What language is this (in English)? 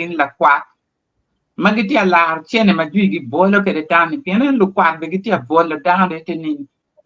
Acoli